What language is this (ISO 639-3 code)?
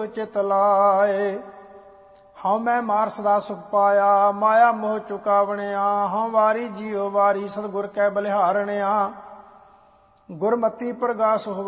pan